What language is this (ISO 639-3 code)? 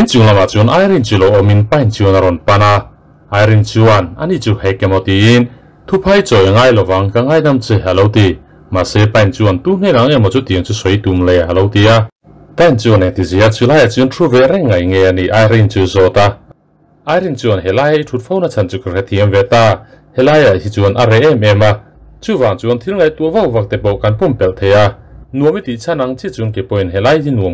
lus